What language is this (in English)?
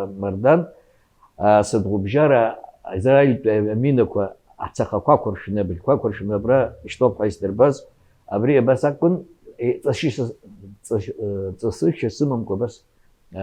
Abkhazian